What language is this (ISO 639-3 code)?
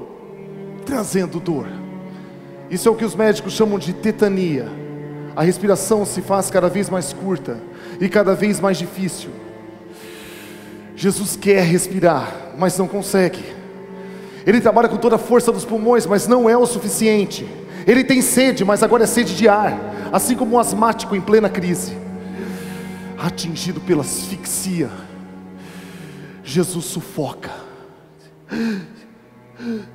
por